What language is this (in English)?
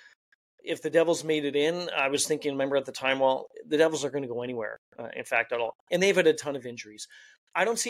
English